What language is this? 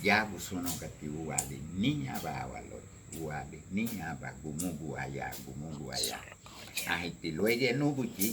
Garifuna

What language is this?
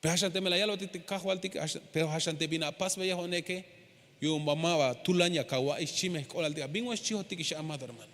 Tzeltal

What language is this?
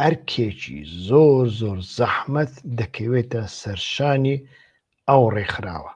Central Kurdish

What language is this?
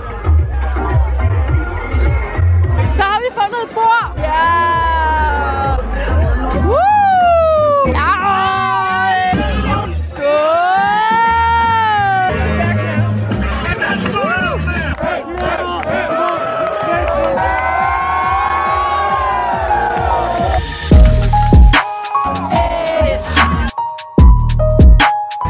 Danish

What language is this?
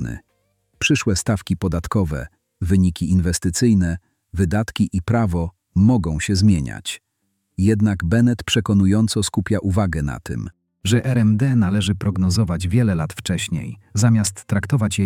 Polish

